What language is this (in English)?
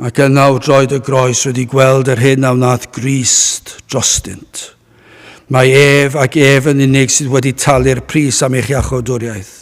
Welsh